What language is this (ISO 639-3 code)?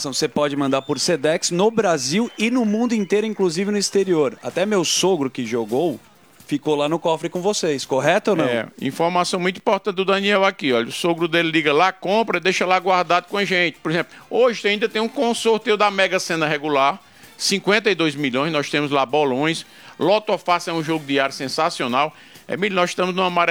por